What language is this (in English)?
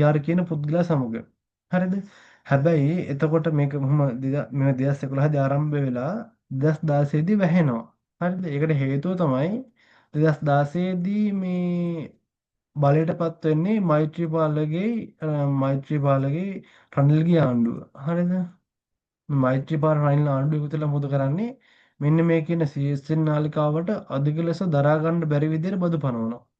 Sinhala